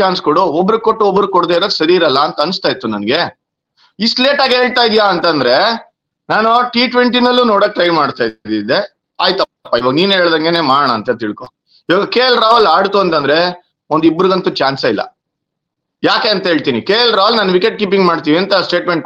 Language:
Kannada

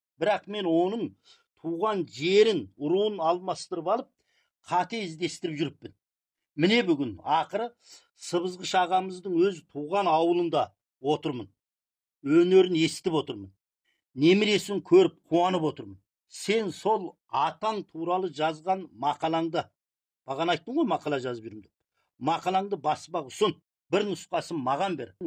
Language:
Kazakh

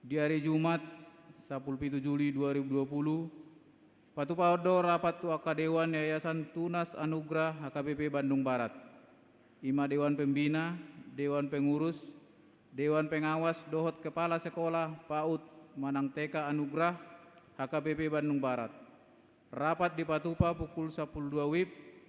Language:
Batak Toba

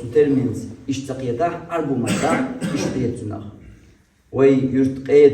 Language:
Chechen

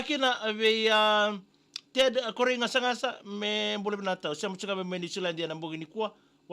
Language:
Fijian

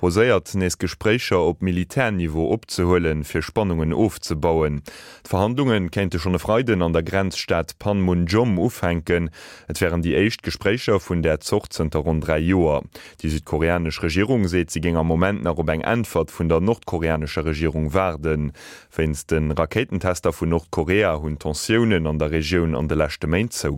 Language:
Luxembourgish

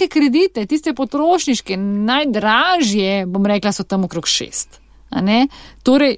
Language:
Slovenian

